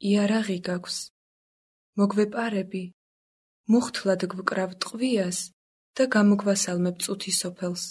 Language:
Georgian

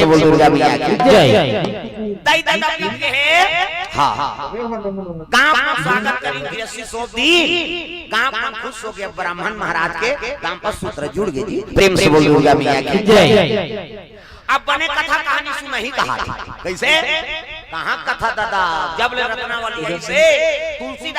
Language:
Chhattisgarhi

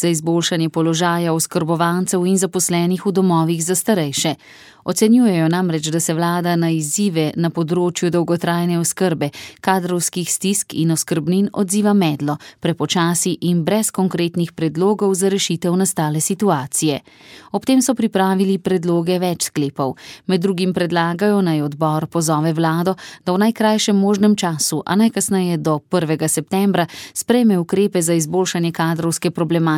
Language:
Slovenian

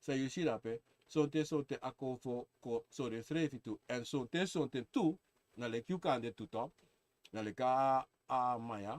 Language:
Sranan Tongo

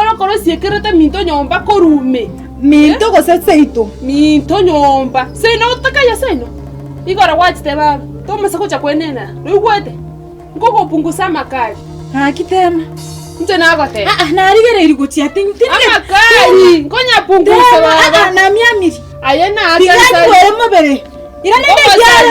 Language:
Gusii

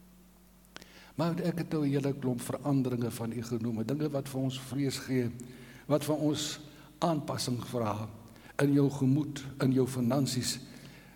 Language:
Afrikaans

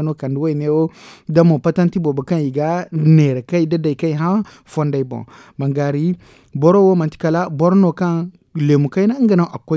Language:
Zarma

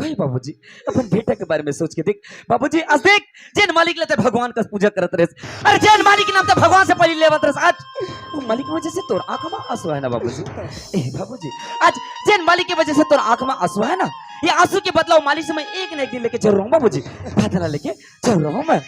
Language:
Chhattisgarhi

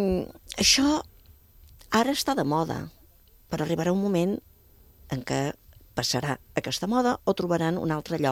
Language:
Catalan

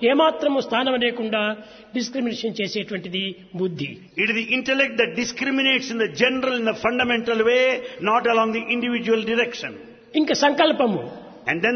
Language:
Telugu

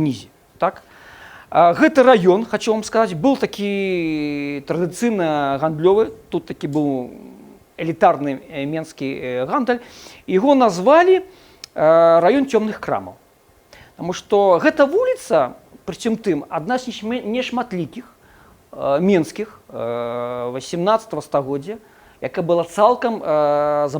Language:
Belarusian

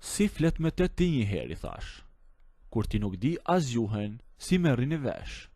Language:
Albanian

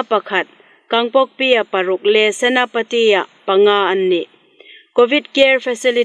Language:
Hmar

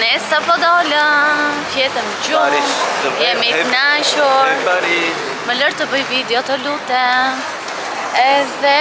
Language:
Albanian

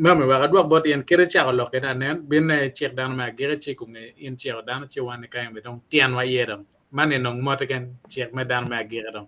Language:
Acoli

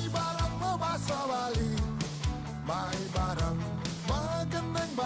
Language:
Balinese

